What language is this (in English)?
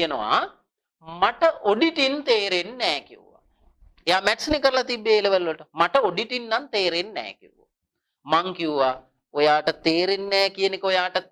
Sinhala